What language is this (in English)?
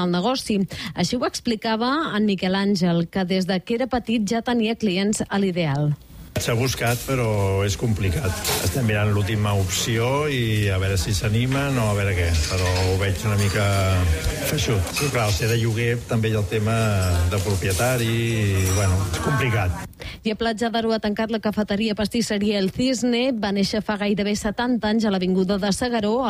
Catalan